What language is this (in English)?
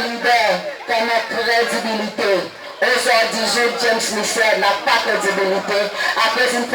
Seselwa Creole French